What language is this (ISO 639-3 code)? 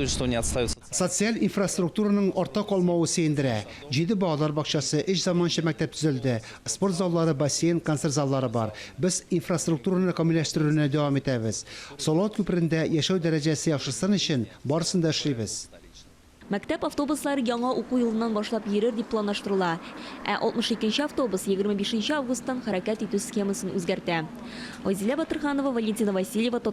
tat